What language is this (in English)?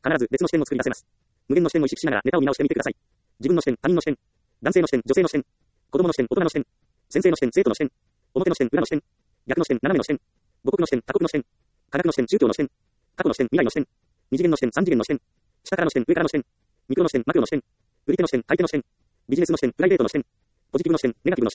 Japanese